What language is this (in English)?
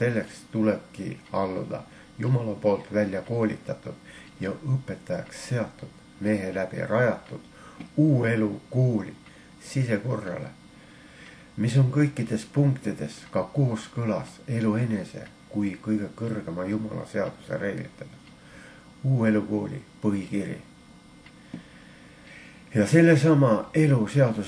Estonian